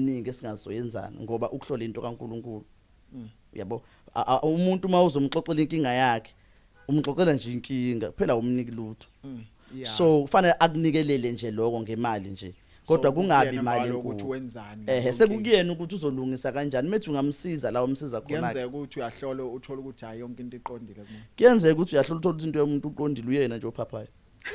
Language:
Zulu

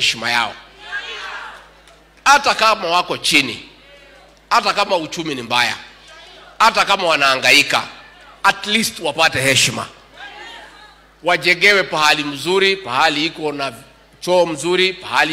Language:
Swahili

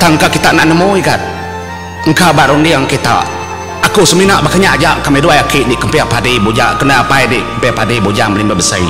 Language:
Iban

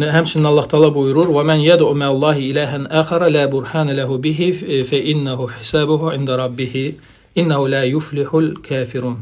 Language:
Azerbaijani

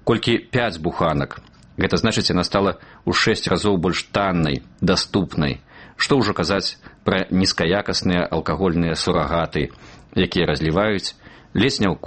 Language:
Belarusian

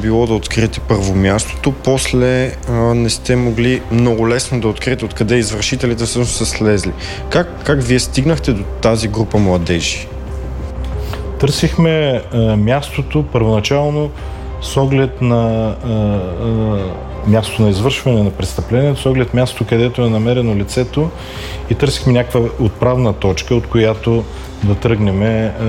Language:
Bulgarian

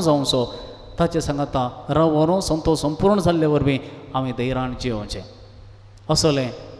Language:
Konkani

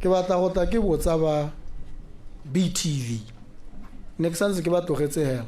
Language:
Tswana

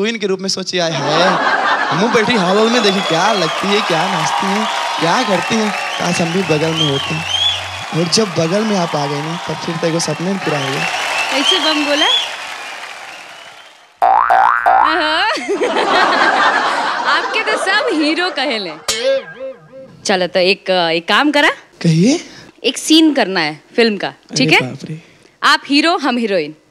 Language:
Bhojpuri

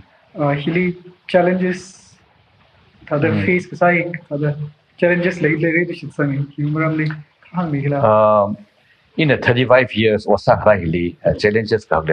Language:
Tangkhul Naga (India)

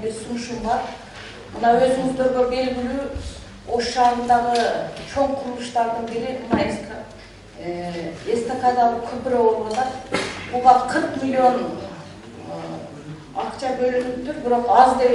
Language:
Kyrgyz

